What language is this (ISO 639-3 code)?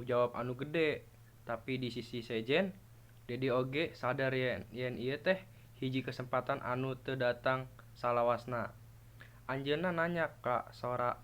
sun